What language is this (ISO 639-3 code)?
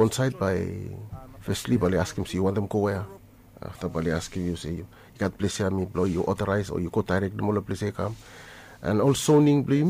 bis